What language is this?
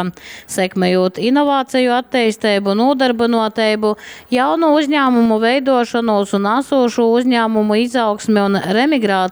Latgalian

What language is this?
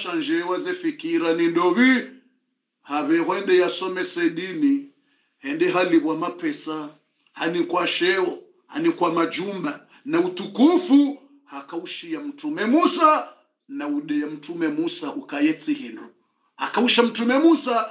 Swahili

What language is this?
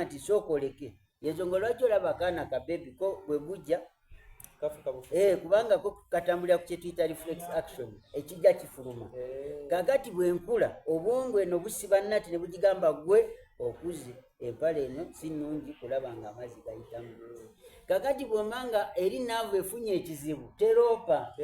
Soga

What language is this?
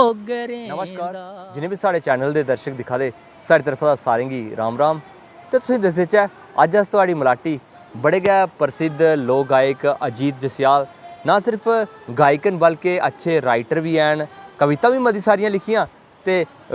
Dogri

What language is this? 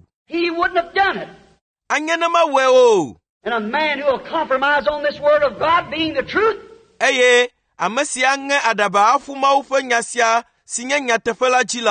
Ewe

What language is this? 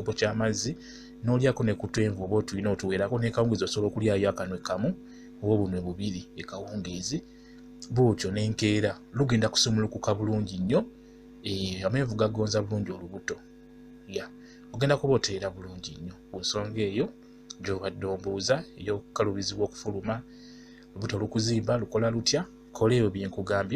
Ganda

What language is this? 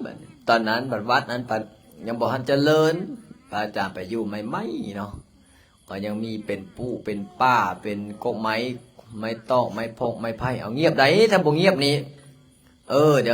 Lao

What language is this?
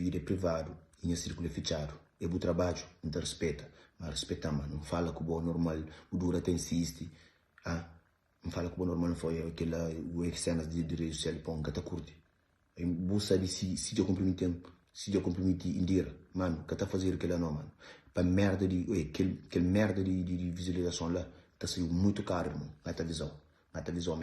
Kabuverdianu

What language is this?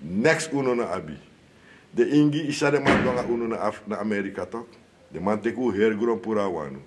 Sranan Tongo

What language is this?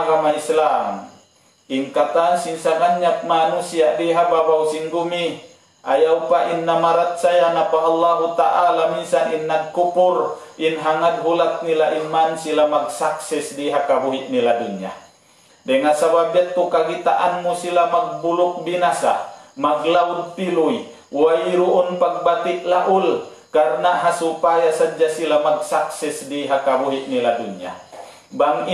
Tausug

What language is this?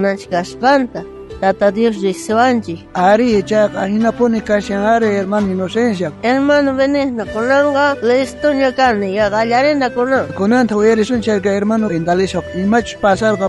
South Bolivian Quechua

